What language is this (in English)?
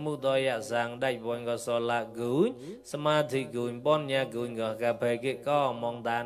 Mon